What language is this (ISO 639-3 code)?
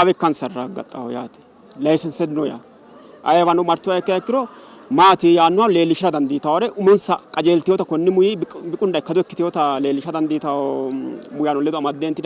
sid